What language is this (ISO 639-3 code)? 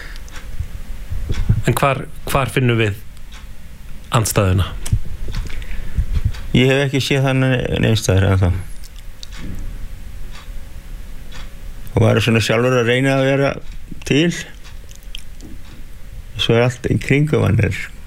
isl